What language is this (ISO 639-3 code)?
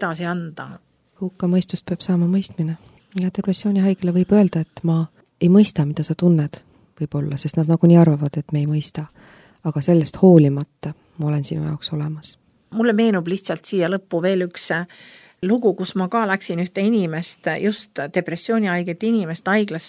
est